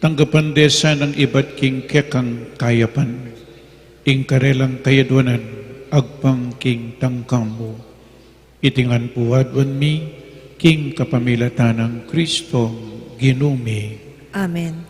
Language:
Pampanga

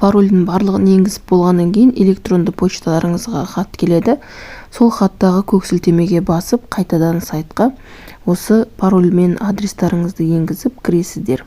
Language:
Kazakh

